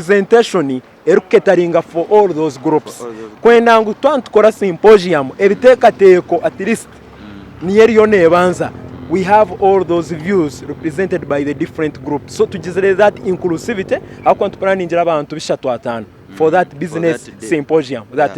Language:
Nyankole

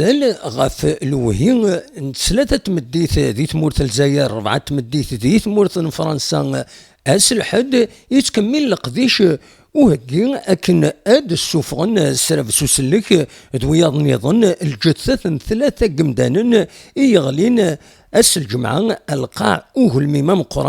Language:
Kabyle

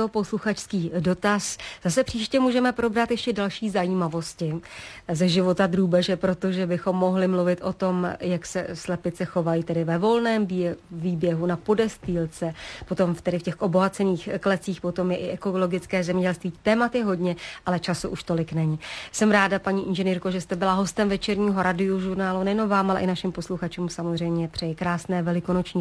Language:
Czech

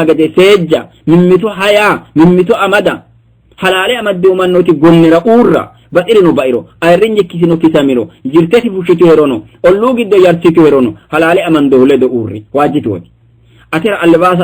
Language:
Sidamo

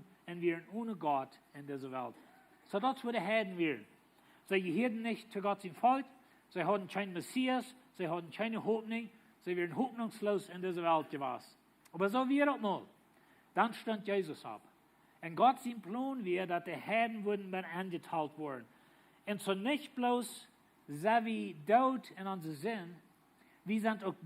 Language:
Plautdietsch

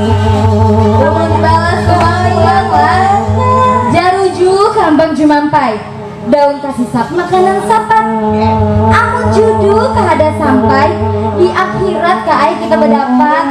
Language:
Banjar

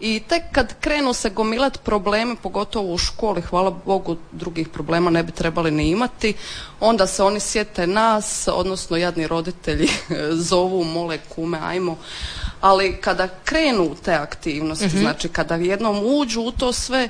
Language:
Croatian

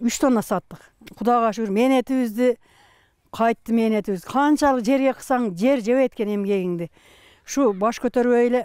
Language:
Kyrgyz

